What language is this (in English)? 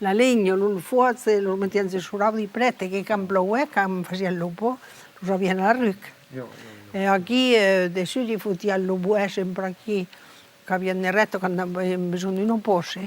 Occitan